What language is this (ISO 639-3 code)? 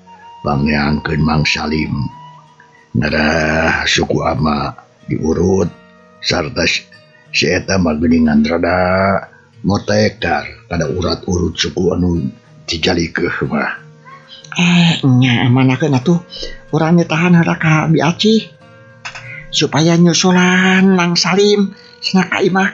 sun